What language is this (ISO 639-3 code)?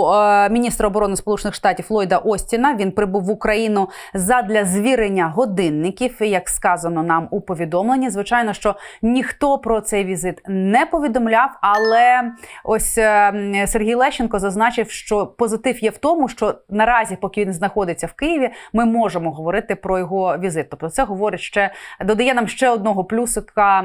ukr